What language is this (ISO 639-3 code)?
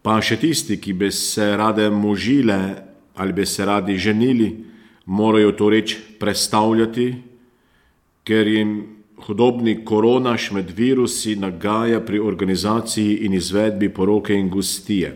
slv